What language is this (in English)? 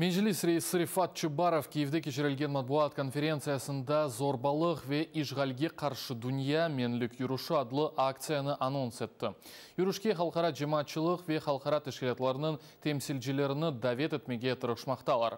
Crimean Tatar